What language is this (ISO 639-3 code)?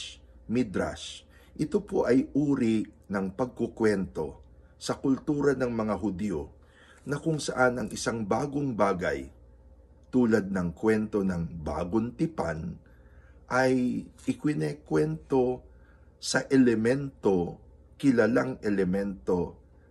fil